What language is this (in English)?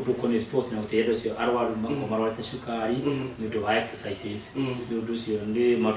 Kikuyu